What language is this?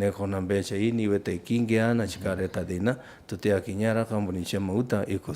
Meru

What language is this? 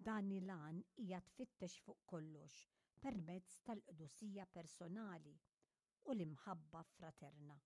Maltese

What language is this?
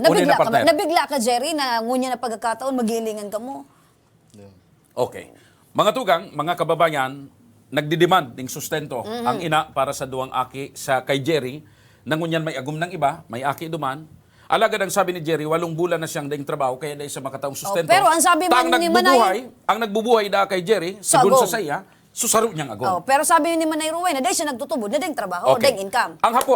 Bikol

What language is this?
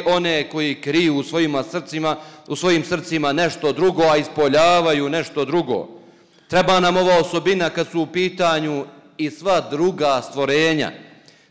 Bosnian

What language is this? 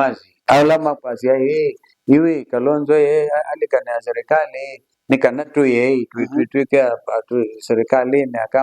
Kamba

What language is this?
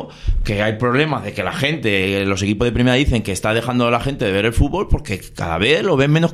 Spanish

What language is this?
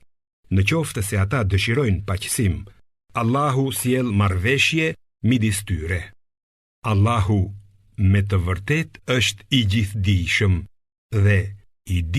Albanian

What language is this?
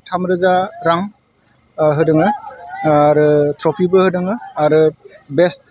Bodo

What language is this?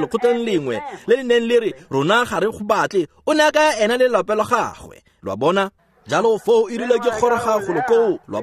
Tswana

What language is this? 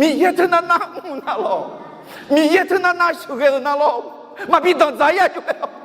Akha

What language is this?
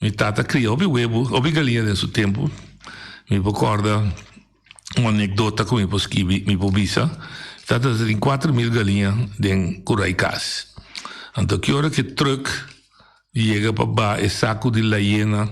Papiamento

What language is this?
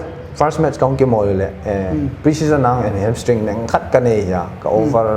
Paite Chin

